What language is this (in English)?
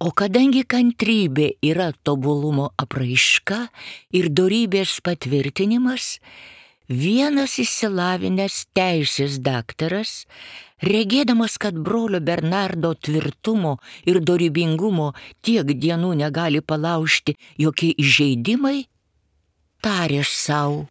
Lithuanian